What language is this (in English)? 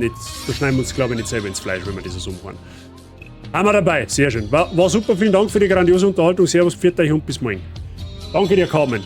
Bavarian